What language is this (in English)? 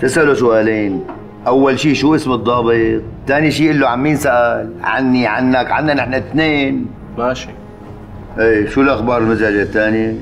North Levantine Arabic